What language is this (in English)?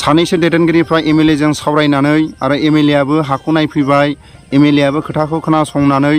Bodo